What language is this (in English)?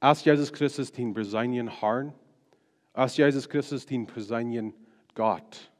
Plautdietsch